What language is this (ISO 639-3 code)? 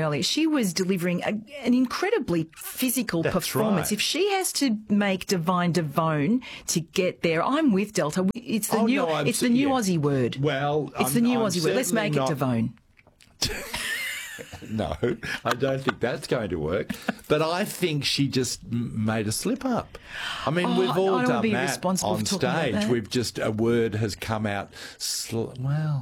eng